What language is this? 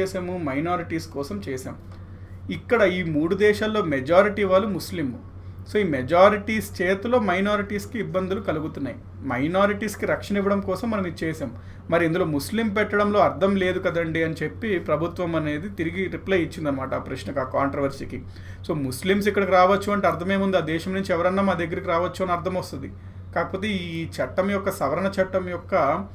Telugu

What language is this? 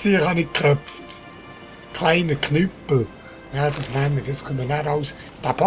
Swiss German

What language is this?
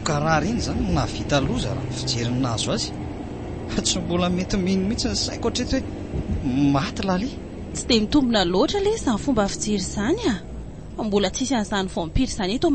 Malagasy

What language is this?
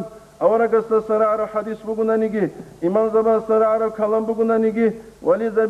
Avaric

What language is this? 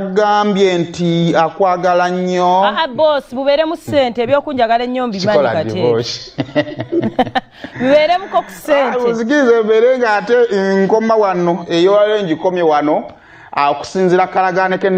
Ganda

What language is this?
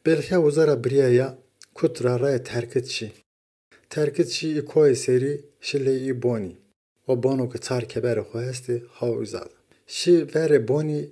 Zaza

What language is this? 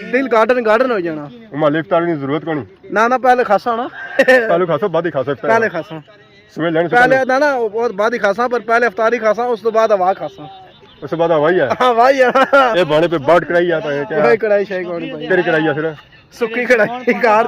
Pahari-Potwari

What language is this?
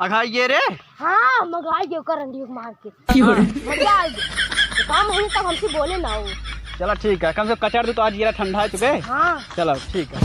Awadhi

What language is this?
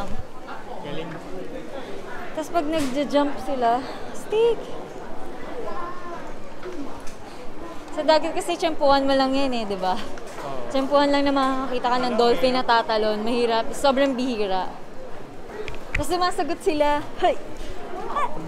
Filipino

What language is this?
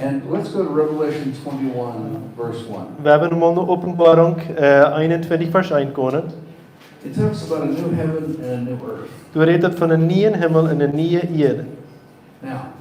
Plautdietsch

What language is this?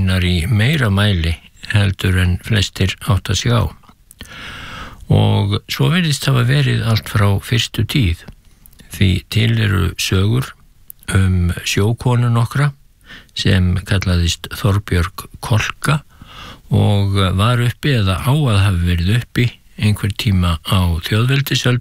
Icelandic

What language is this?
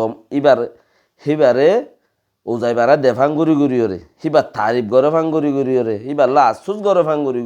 Rohingya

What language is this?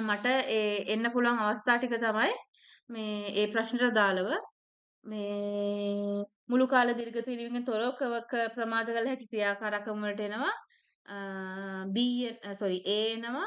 Sinhala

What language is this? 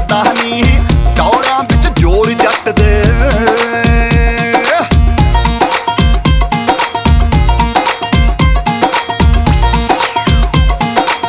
Punjabi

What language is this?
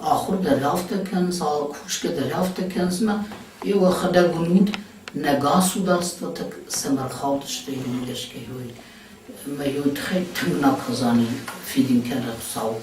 Ossetic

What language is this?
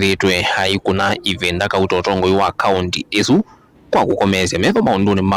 Kamba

